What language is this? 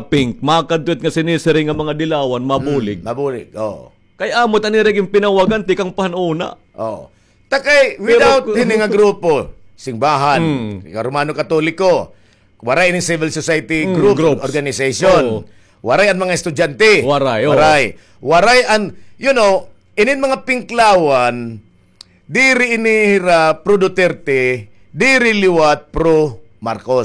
Waray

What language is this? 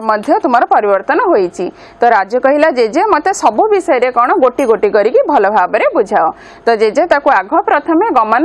Odia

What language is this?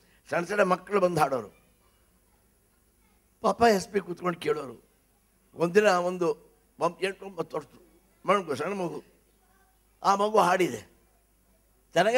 Kannada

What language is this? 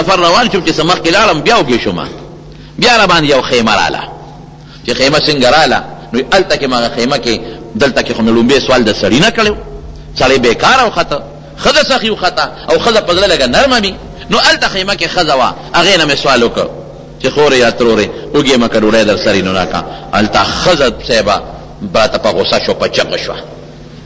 Pashto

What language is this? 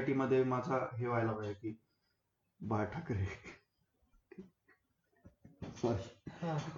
Marathi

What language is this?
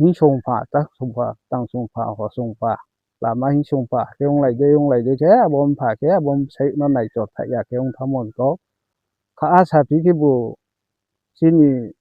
Riang (India)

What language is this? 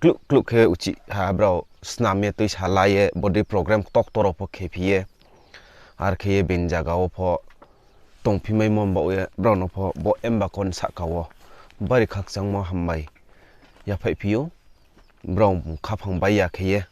Riang (India)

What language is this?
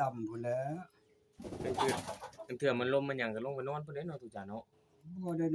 Northeastern Thai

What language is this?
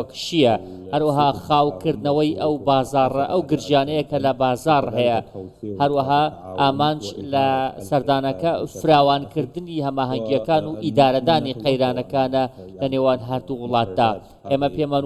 Central Kurdish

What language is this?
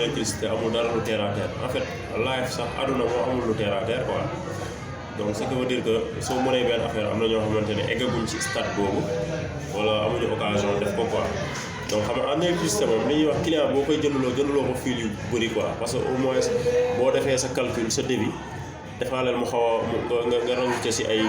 Wolof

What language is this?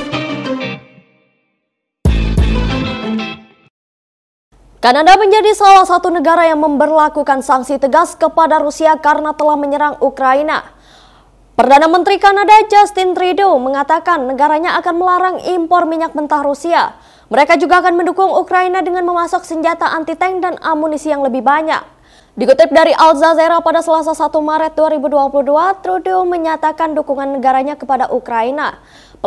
Indonesian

